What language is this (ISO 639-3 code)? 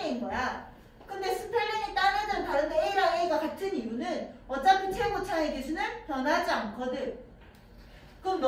kor